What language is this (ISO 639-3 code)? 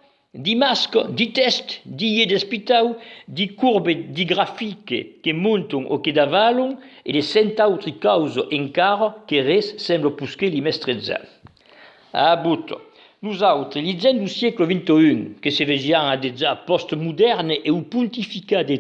oci